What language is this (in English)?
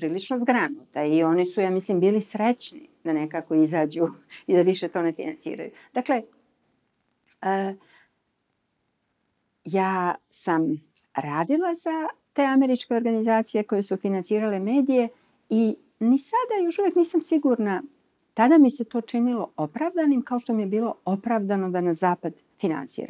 Serbian